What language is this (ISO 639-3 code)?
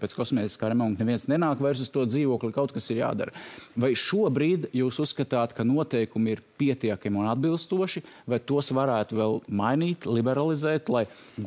lav